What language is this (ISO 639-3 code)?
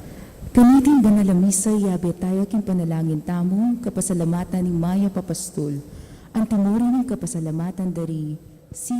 pam